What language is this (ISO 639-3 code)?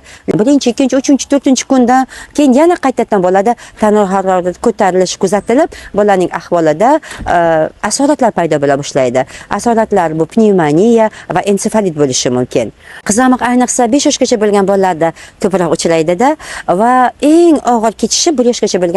uzb